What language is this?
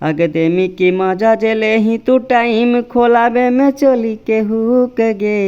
Magahi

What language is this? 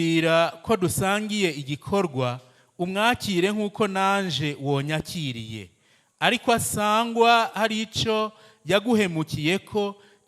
Rundi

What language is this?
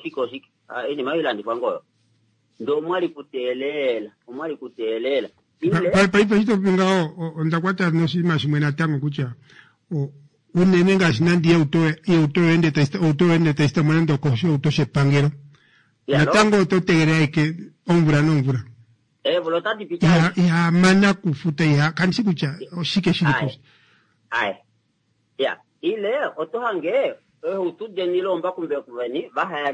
Kuanyama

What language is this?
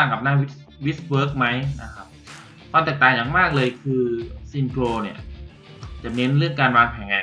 Thai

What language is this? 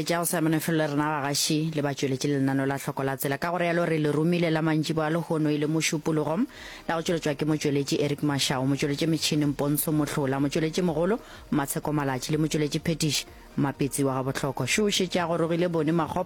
Northern Sotho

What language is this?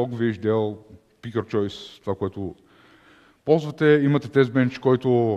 Bulgarian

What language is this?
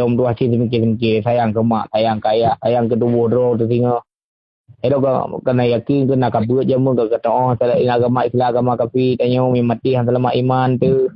Achinese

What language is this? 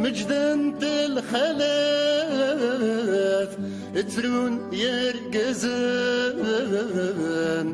Kabyle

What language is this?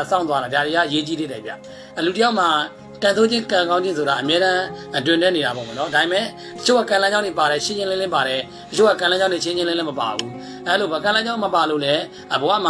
Burmese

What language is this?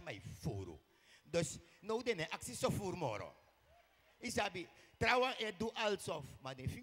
Sranan Tongo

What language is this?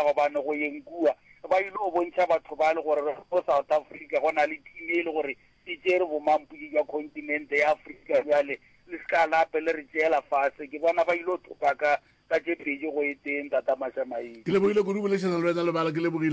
Northern Sotho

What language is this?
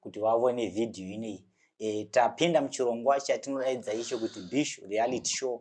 Shona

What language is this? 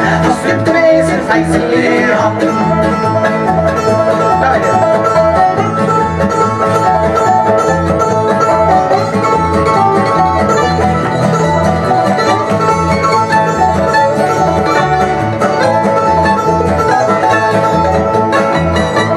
Norwegian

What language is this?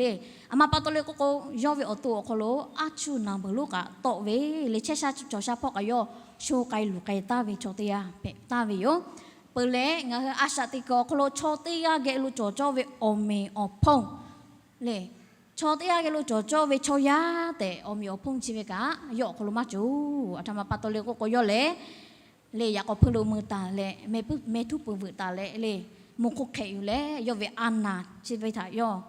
Lahu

